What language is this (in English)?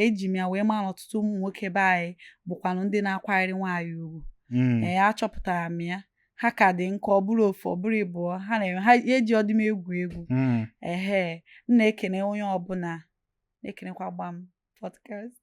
Igbo